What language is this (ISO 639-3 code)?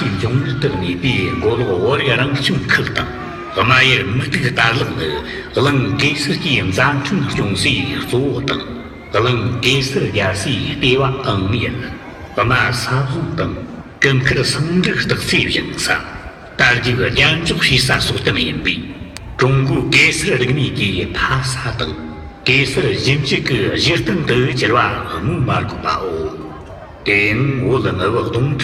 bod